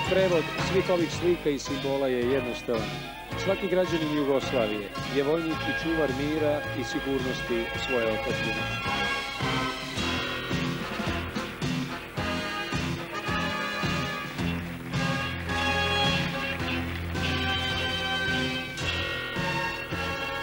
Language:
Serbian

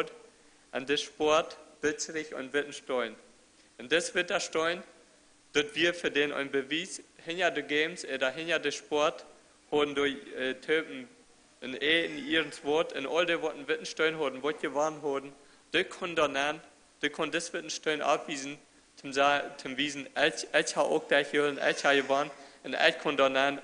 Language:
Plautdietsch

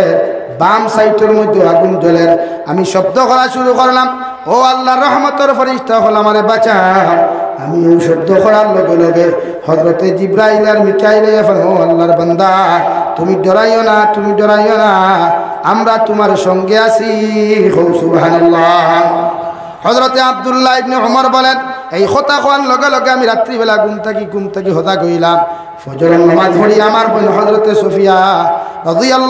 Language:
Sylheti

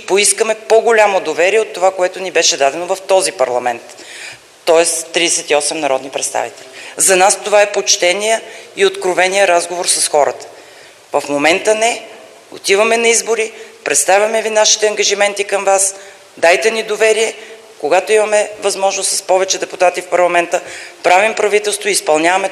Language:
Bulgarian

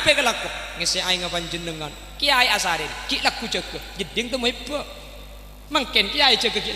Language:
Madurese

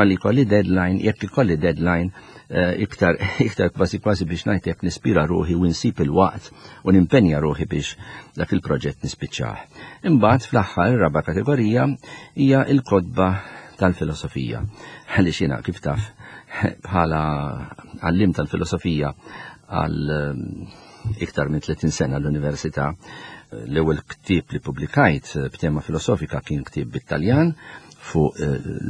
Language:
Maltese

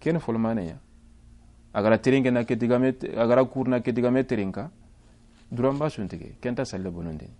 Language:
Soninke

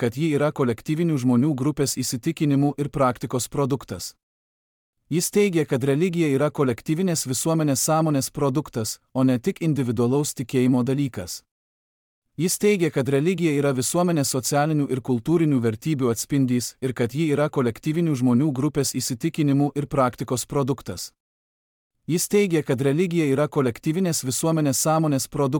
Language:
Lithuanian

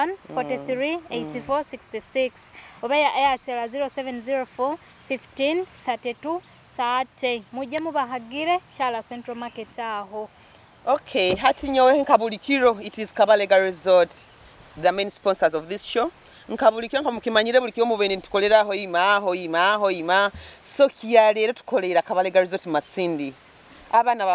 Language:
Nyoro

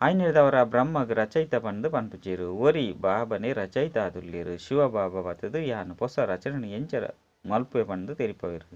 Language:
Tulu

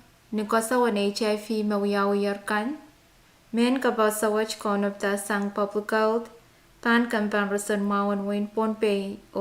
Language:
Pohnpeian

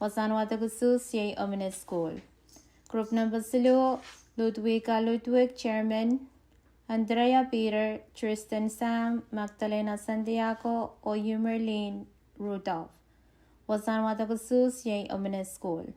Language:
Pohnpeian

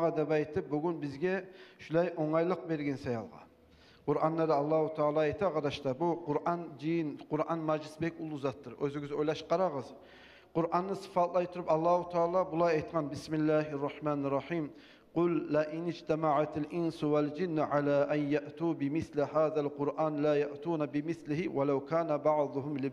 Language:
Kumyk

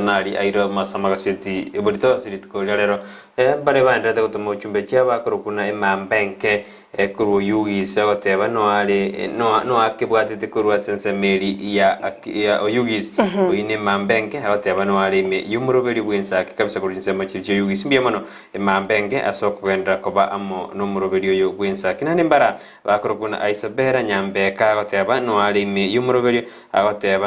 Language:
Gusii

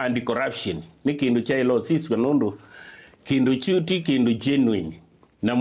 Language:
Kamba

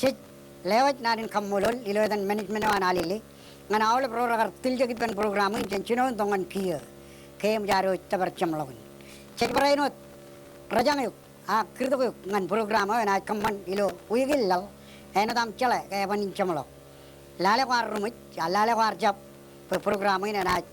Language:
Marshallese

